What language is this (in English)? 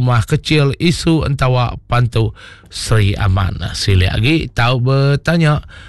Iban